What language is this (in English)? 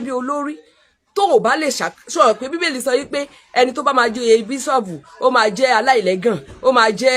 Yoruba